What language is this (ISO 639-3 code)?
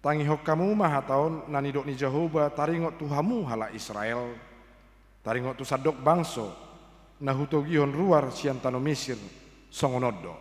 bbc